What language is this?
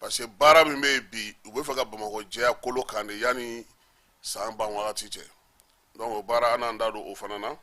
Bambara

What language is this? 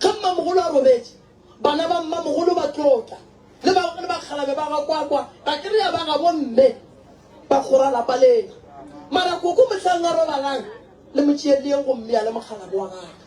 Northern Sotho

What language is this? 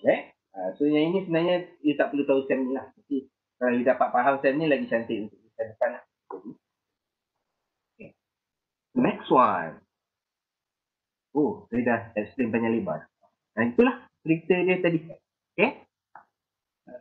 Malay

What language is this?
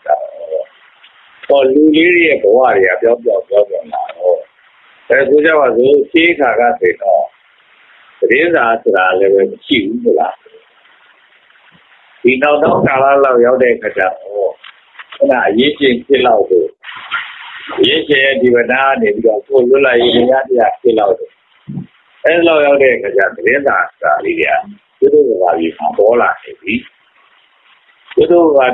Burmese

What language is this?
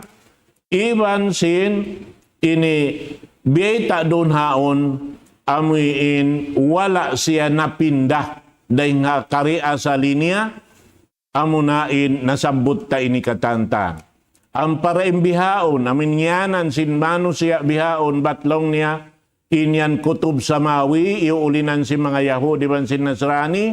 Tausug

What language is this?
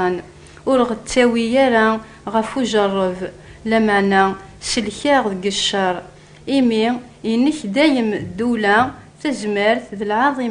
Kabyle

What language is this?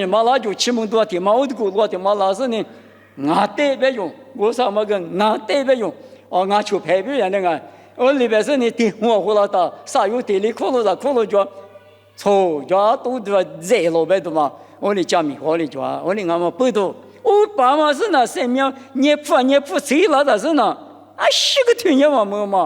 Lisu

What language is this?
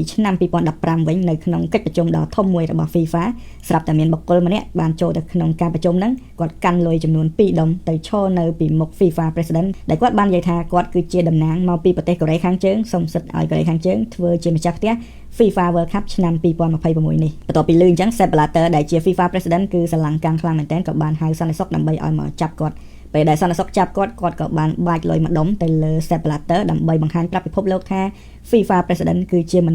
Khmer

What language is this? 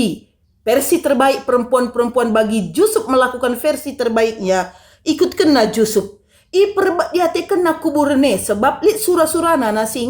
Batak Karo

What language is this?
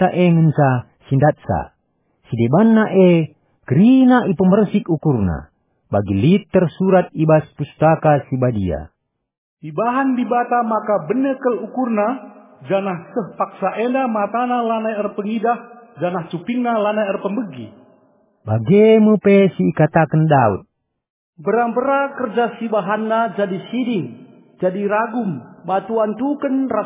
Batak Karo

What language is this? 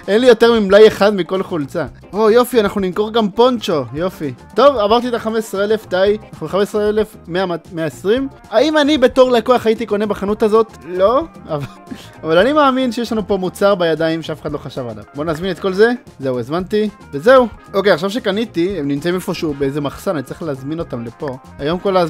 Hebrew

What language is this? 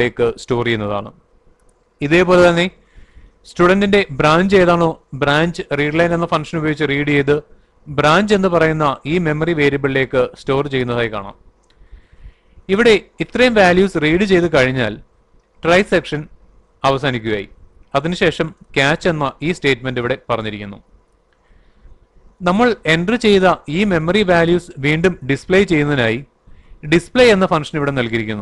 Malayalam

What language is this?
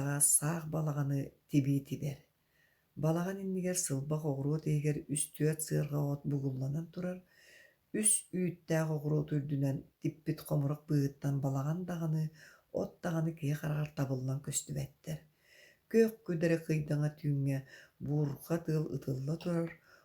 Yakut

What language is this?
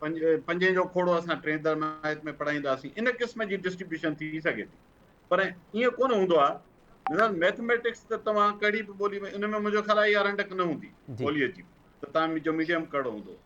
Sindhi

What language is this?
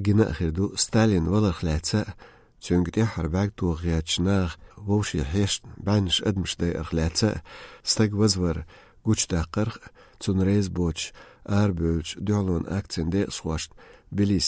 Chechen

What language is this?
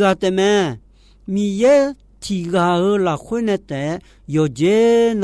Akha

